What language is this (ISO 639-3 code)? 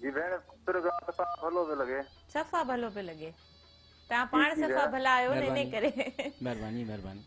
snd